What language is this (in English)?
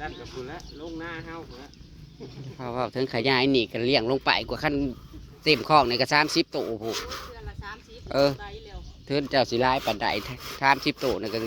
Northeastern Thai